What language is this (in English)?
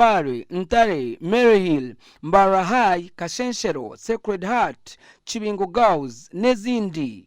Nyankole